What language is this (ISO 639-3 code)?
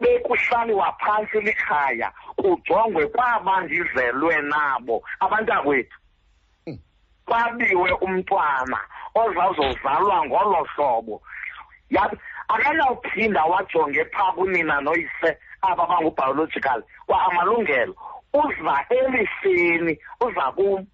xho